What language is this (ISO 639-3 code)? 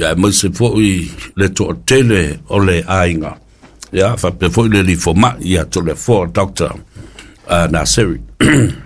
smo